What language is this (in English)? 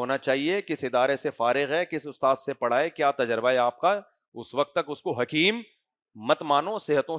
Urdu